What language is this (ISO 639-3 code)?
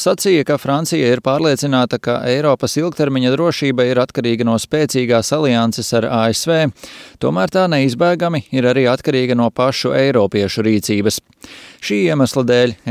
lav